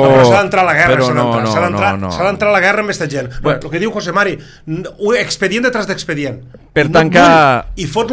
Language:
Catalan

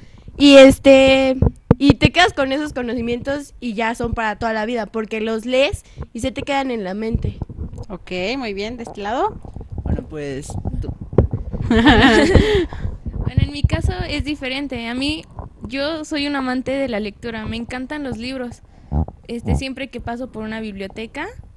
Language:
Spanish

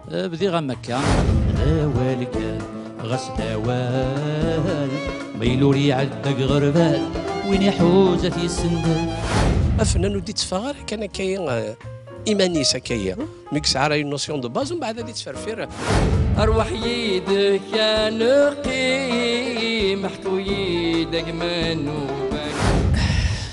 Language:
Kabyle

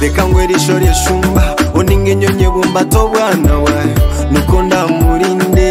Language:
Nyoro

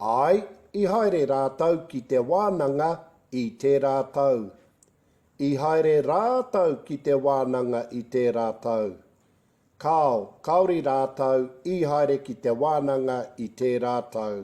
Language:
Māori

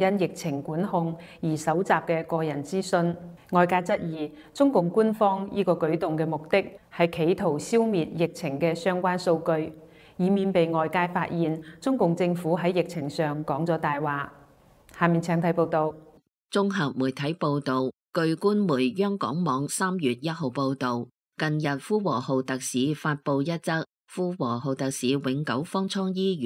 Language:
Cantonese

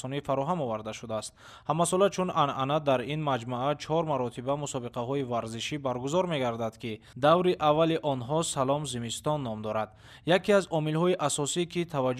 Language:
Tajik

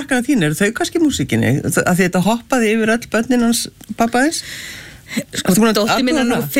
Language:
Icelandic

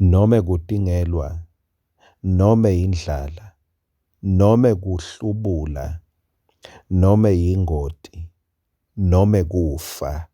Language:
Swati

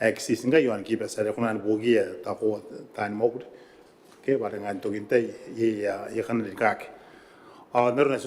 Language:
Gilbertese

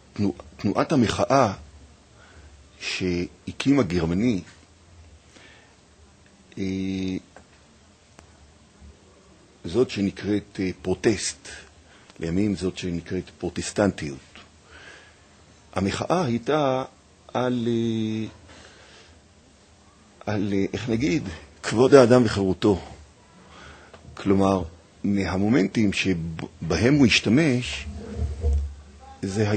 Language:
Hebrew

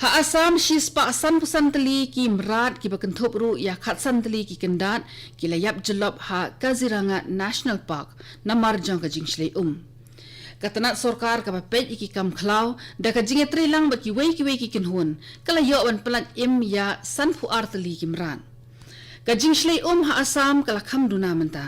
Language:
Khasi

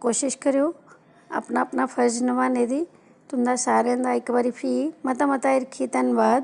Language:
Dogri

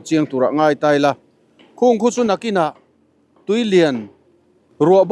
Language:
Mizo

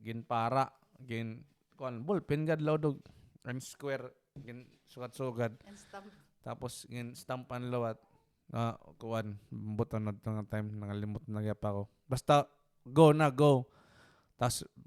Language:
Waray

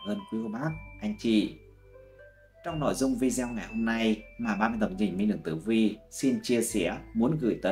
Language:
Vietnamese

